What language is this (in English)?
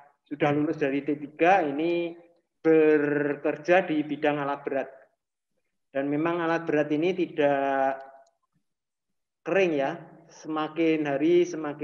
Indonesian